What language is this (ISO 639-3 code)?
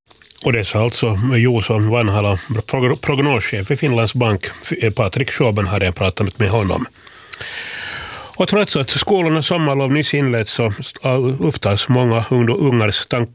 swe